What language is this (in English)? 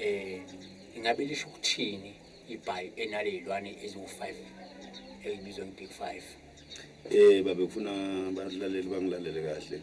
Zulu